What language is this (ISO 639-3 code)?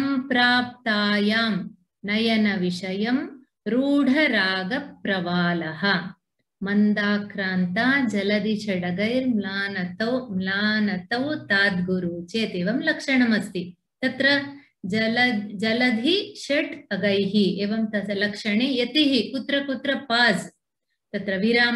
san